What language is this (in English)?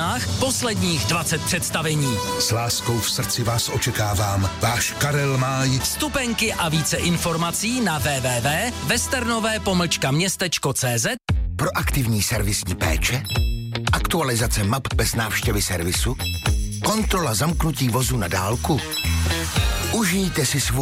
Czech